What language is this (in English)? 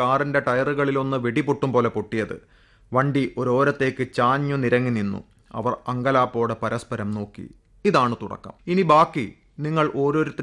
Malayalam